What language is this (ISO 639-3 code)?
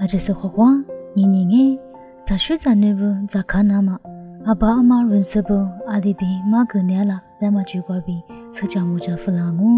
lis